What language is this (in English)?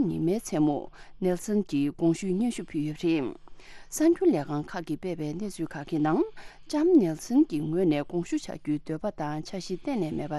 Tibetan